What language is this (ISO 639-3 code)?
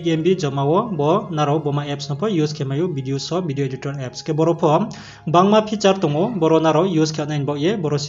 ria